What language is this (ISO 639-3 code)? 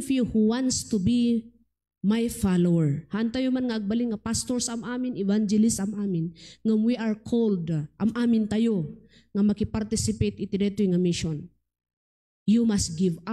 ilo